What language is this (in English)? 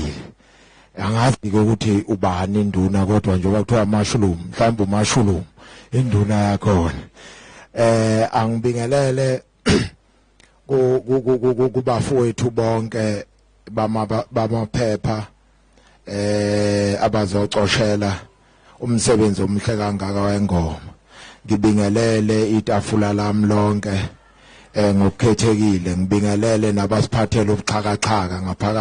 Zulu